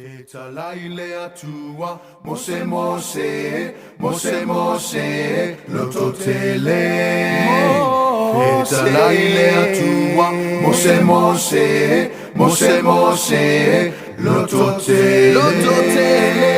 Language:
Samoan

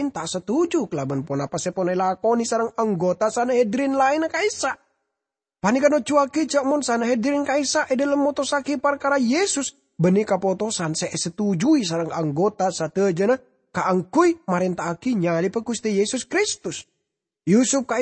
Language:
Madurese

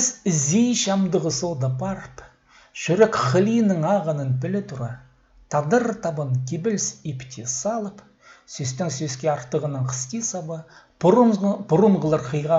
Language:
Khakas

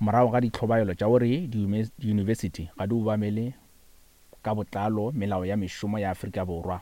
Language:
Northern Sotho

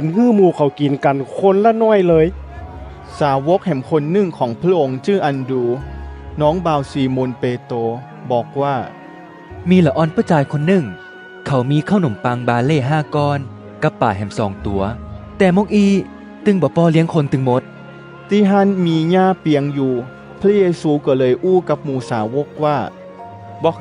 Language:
Northern Thai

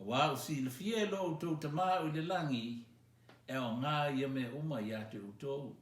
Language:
Samoan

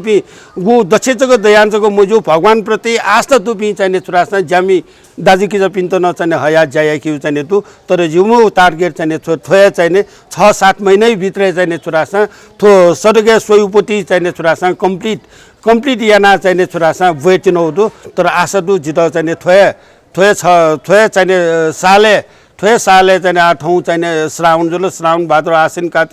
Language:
Newari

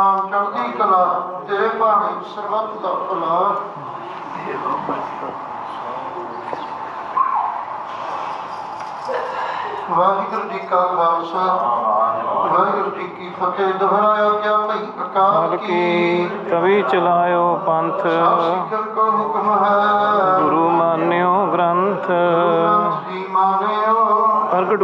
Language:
Punjabi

